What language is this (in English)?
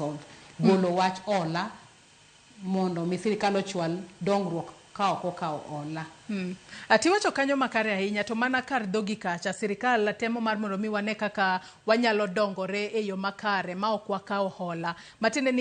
Luo (Kenya and Tanzania)